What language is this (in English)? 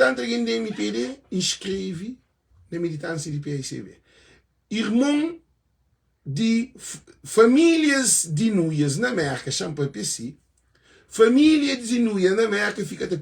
Kabuverdianu